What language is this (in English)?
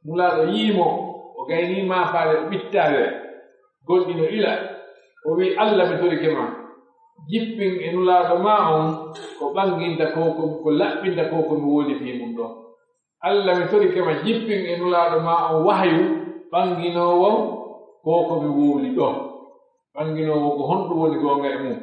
Pular